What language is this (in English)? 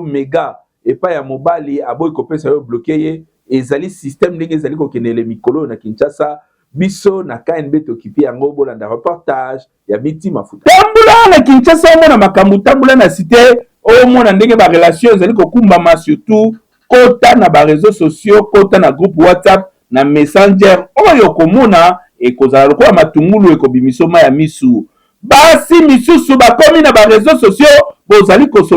Lingala